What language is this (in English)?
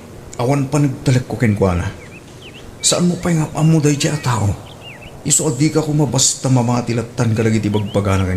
Iloko